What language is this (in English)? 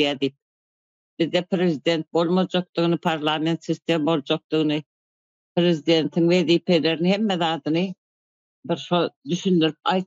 Turkmen